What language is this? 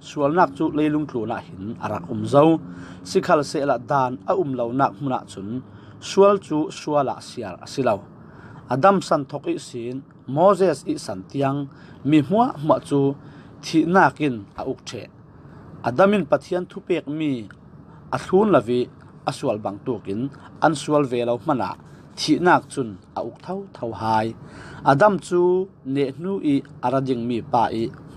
Falam Chin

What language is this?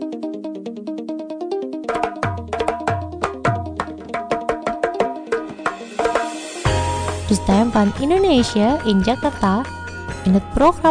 Dutch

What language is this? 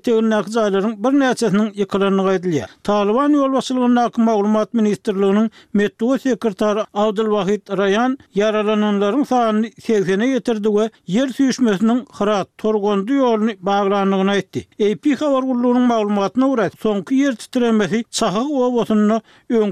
Turkmen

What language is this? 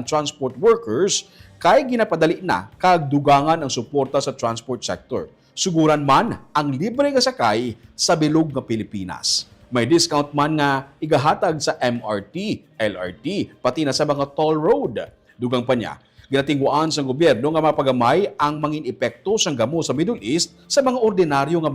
Hiligaynon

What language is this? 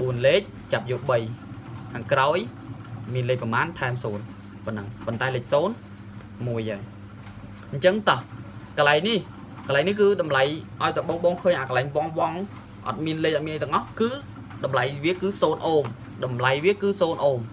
Khmer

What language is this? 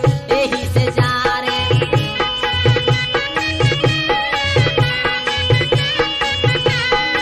Bhojpuri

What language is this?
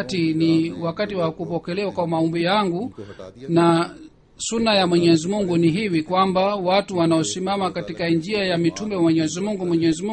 Swahili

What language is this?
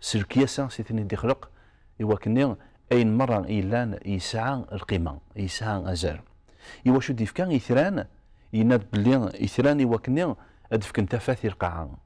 Kabyle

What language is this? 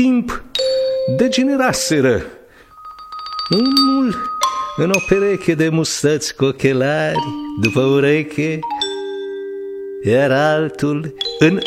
Romanian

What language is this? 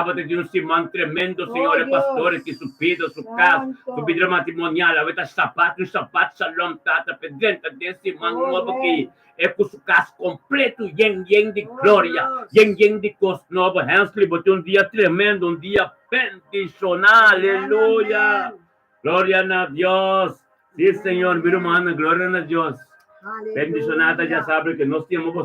Papiamento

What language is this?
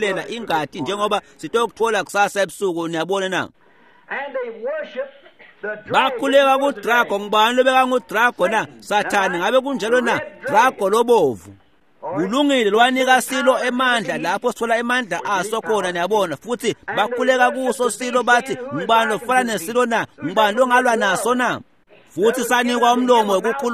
Swati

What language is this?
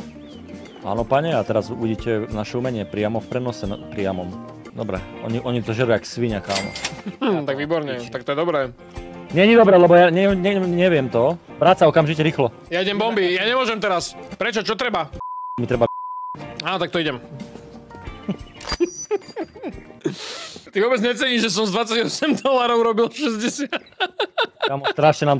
Slovak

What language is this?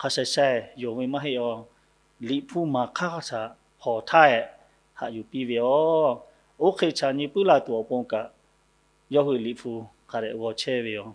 Lahu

